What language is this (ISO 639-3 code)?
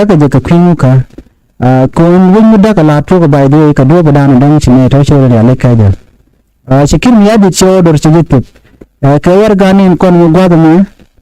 nus